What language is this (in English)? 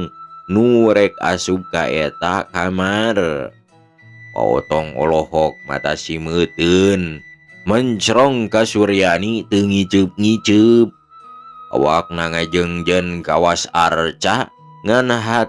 Sundanese